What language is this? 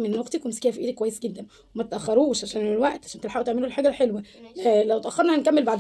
Egyptian Arabic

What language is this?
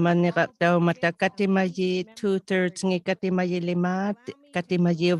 Inuktitut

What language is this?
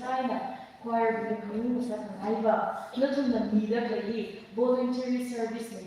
Tangkhul Naga (India)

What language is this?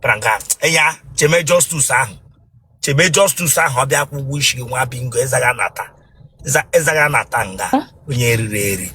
Igbo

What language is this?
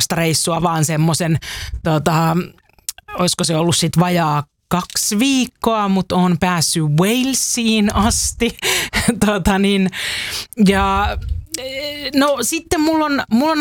Finnish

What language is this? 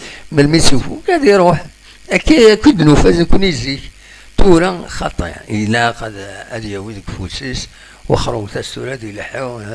Kabyle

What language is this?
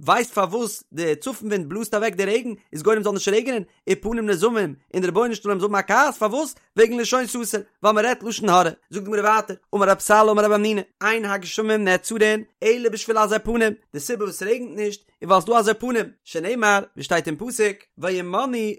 Yiddish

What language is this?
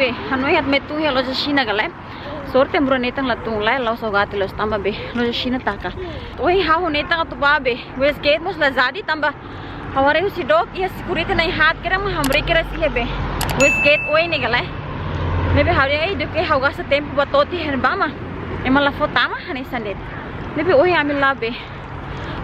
Tetum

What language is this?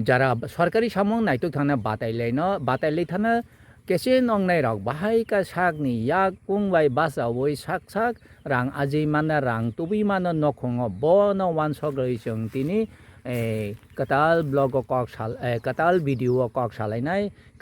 Kok Borok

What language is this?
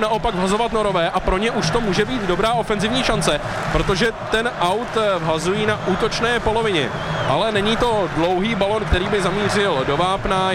Czech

